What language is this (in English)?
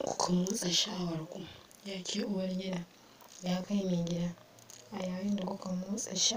Hausa